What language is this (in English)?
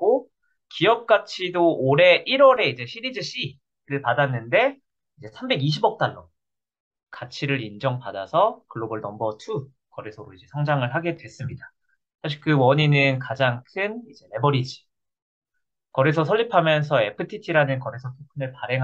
Korean